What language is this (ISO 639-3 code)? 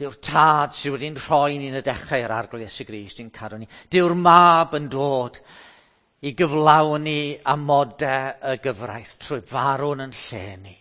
cym